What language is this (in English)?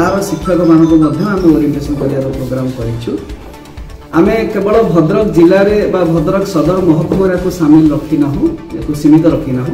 Odia